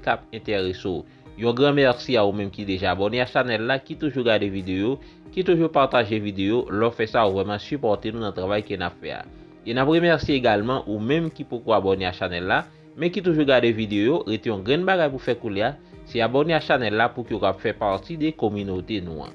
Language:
Haitian Creole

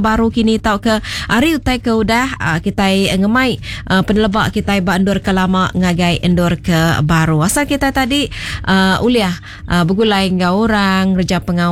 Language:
Iban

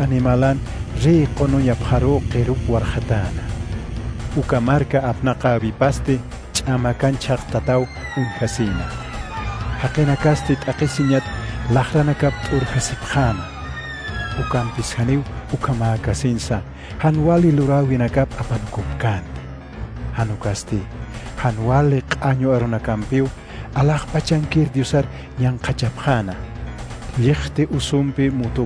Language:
Aymara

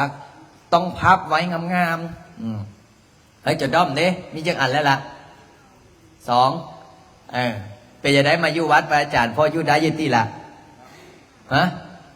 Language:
Lao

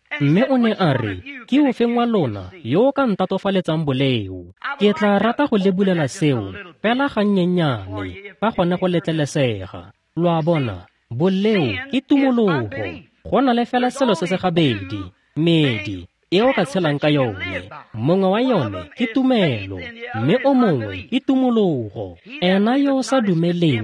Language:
Tswana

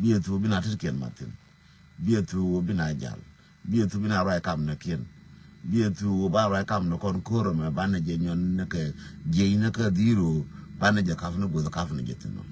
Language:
Nuer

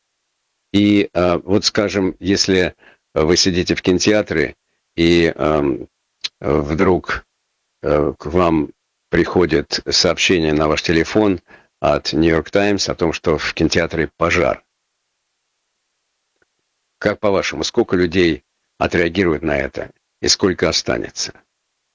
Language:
Russian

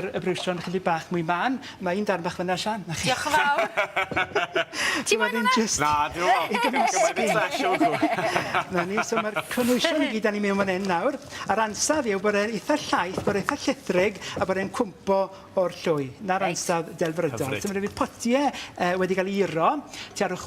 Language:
Welsh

